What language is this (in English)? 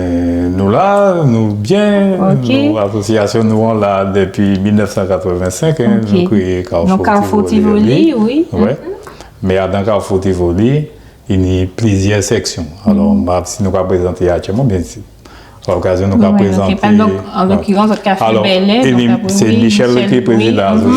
Guadeloupean Creole French